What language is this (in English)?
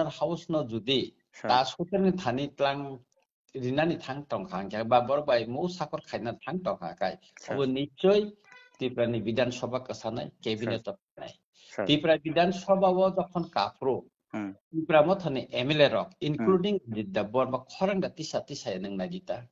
Kok Borok